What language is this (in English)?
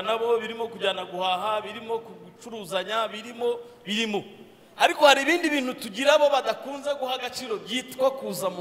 Kinyarwanda